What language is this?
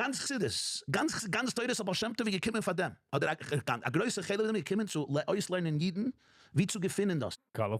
Yiddish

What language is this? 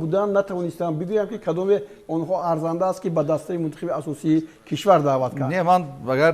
Tajik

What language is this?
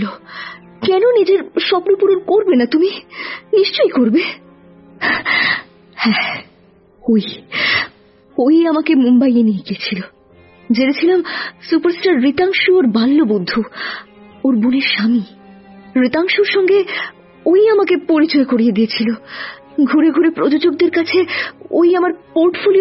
Bangla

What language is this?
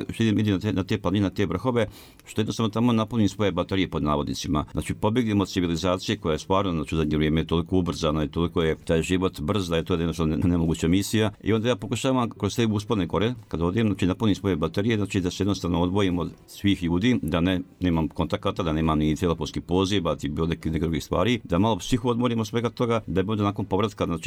Croatian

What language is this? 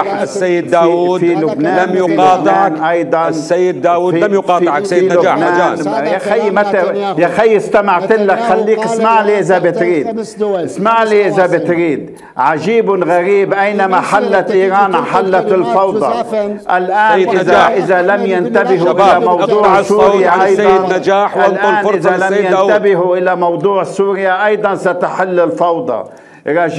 Mesopotamian Arabic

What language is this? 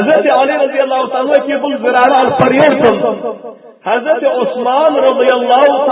Turkmen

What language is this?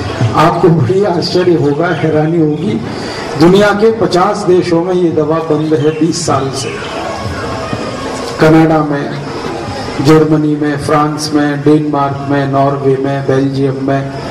Hindi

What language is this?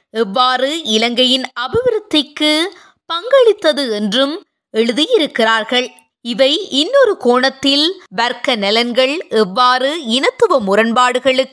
Tamil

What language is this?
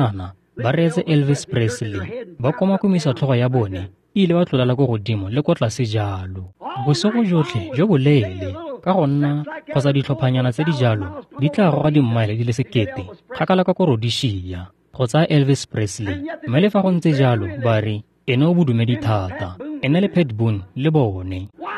Tswana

